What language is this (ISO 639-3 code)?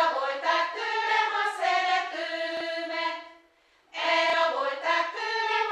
hun